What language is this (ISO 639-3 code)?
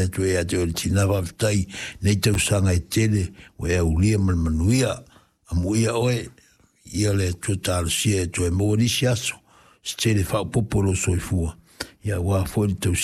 smo